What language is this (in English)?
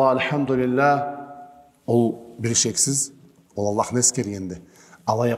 Karachay-Balkar